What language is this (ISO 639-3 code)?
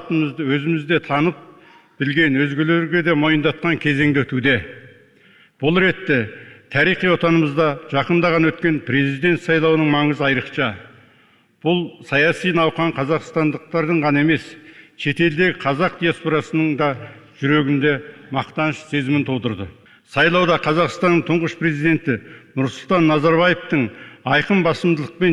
kaz